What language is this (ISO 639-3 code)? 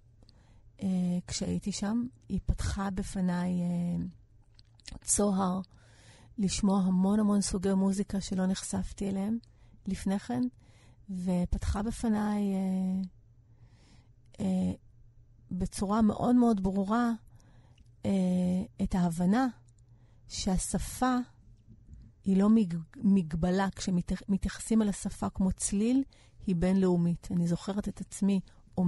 heb